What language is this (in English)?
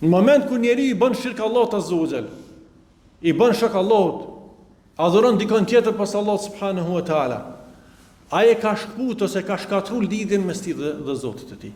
Albanian